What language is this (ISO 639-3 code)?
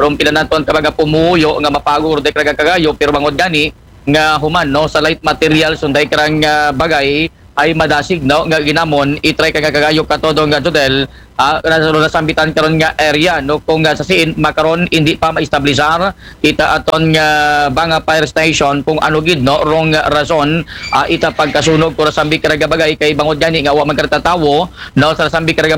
akl